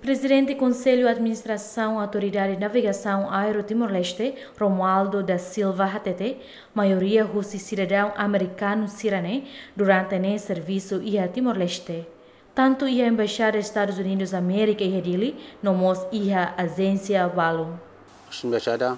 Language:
Tetum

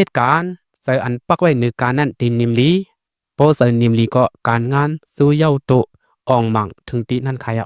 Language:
Shan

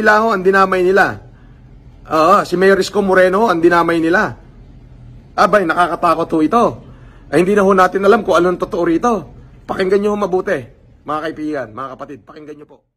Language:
Filipino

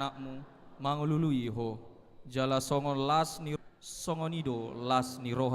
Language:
Batak Toba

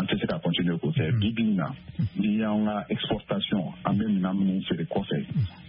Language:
Bambara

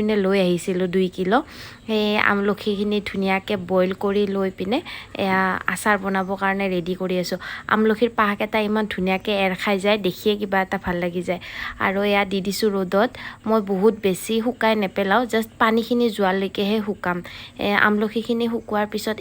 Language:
Assamese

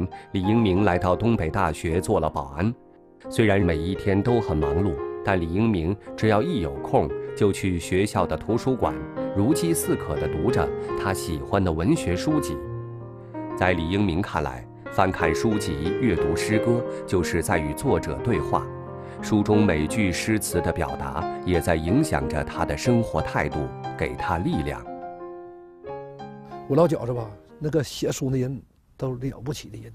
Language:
Chinese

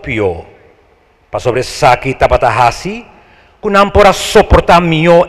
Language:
Papiamento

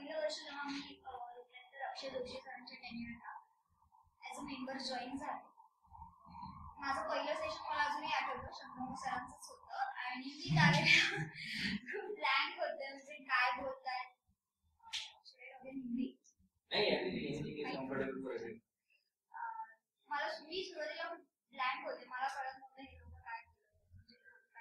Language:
Marathi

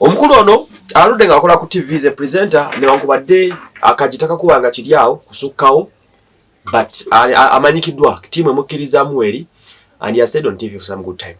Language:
Ganda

